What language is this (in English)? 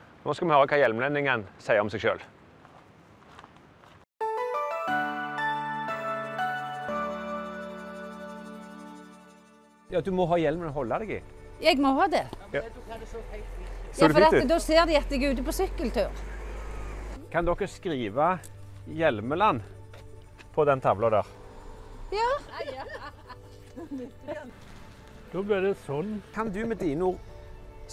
Norwegian